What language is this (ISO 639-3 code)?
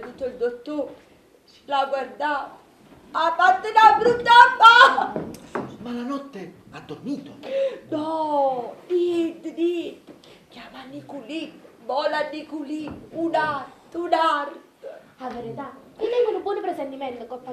nap